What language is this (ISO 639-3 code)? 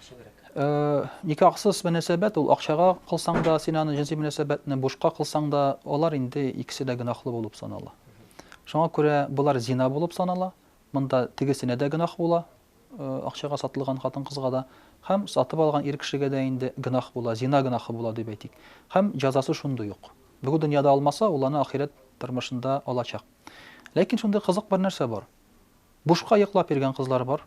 tat